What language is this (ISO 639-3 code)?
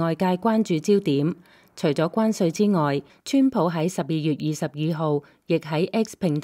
yue